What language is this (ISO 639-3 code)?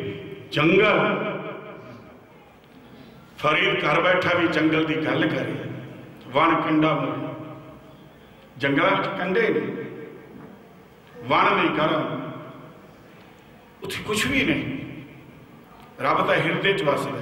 pan